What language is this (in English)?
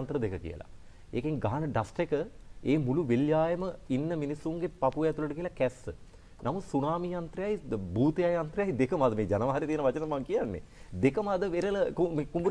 Sinhala